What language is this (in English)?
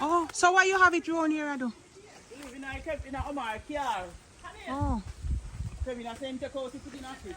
Jamaican Creole English